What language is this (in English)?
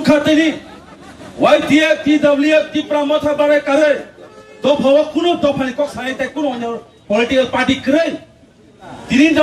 Kok Borok